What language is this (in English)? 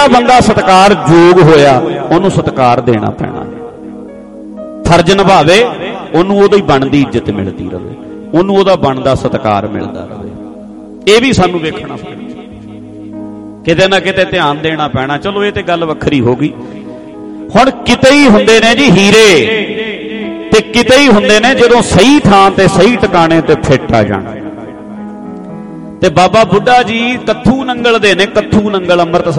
Punjabi